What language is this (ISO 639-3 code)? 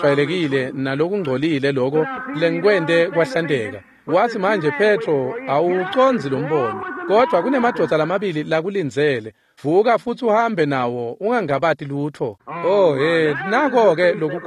ssw